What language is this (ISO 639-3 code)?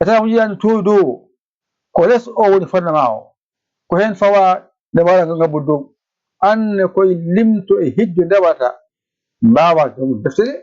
ful